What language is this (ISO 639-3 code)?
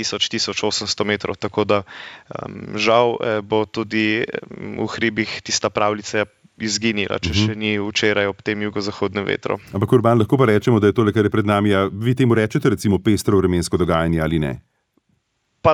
slv